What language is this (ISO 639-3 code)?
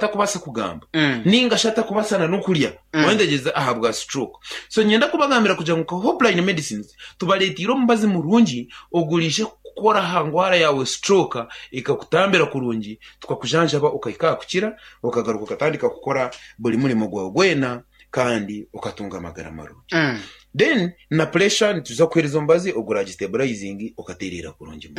nyn